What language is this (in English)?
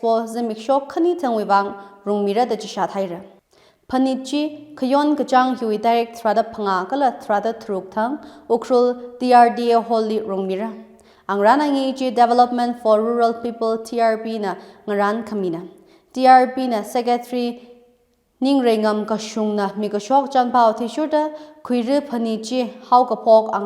Tangkhul Naga (India)